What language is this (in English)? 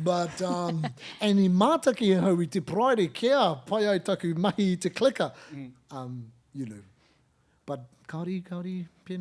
Māori